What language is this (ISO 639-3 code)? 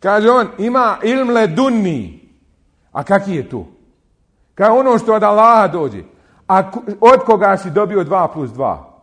bos